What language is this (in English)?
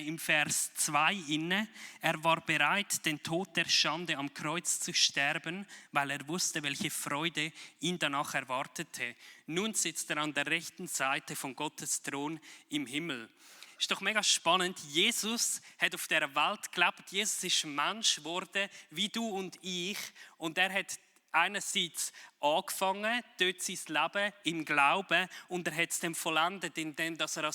Swiss German